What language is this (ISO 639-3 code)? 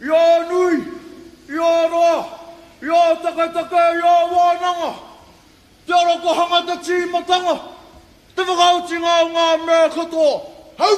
mri